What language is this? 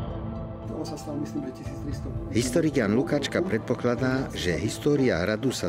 Slovak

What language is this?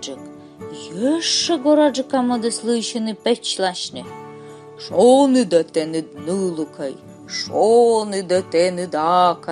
Komi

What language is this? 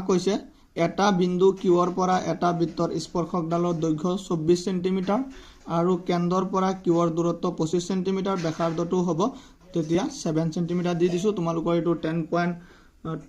Assamese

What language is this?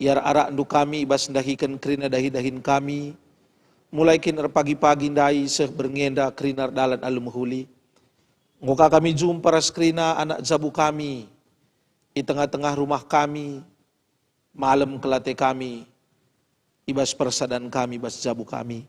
Batak Karo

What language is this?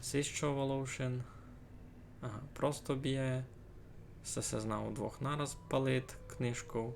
Rusyn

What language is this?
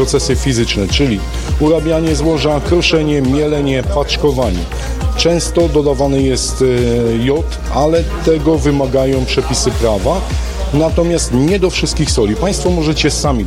Polish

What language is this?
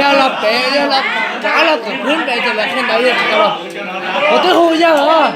Hmong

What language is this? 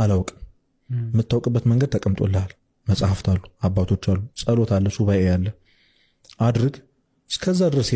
Amharic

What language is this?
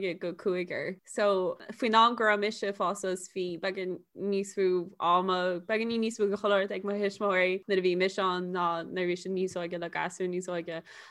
Irish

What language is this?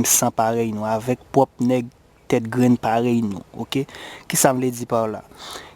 Haitian Creole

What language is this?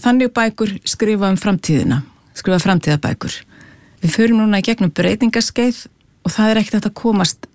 Icelandic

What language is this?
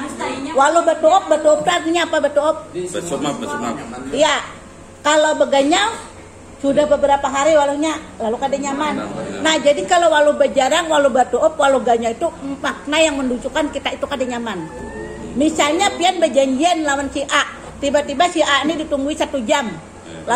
Banjar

